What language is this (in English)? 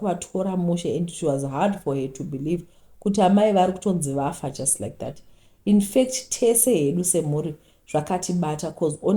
Shona